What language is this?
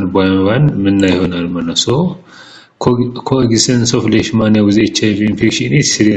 Amharic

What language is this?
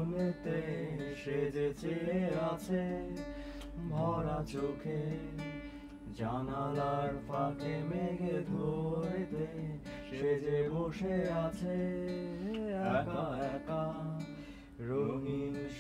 Bangla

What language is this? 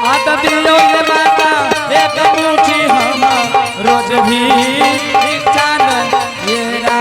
Angika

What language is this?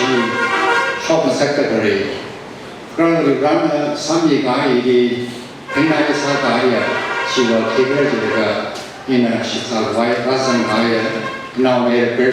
Tangkhul Naga (India)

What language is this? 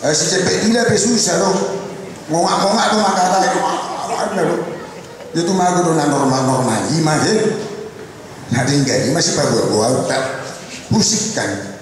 Batak Toba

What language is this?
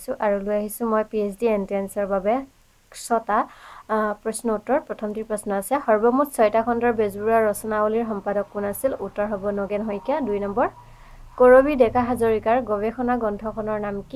Assamese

